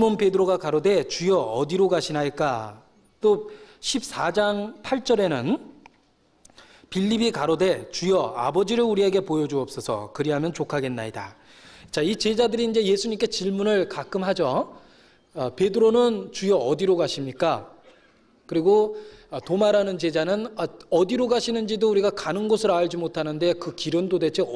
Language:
Korean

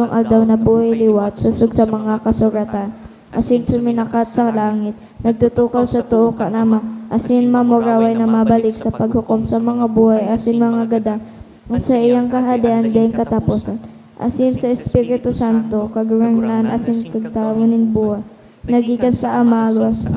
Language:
Bikol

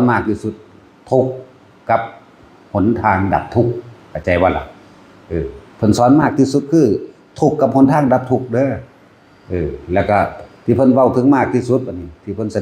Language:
Northeastern Thai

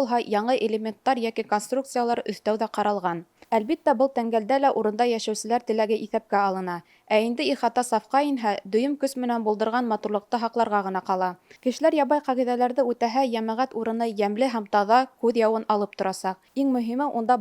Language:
Bashkir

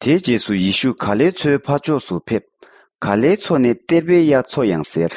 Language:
Tibetan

